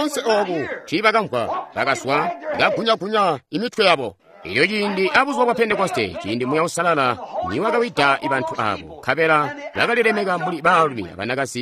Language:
Tonga (Zambia)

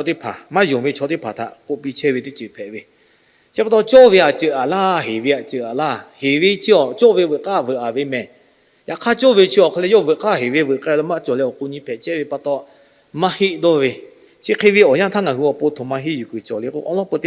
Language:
Lahu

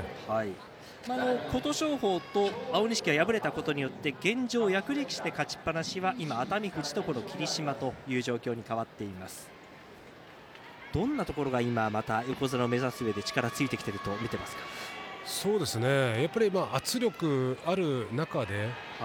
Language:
Japanese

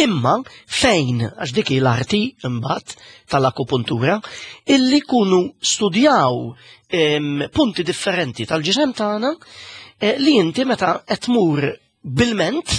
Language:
Maltese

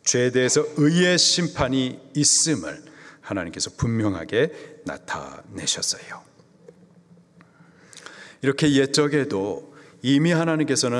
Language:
Korean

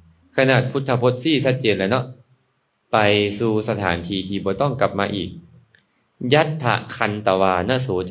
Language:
Lao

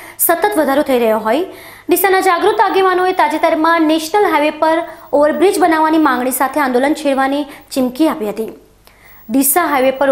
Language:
Gujarati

